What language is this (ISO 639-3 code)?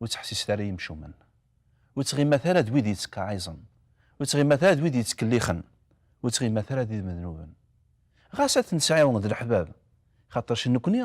kab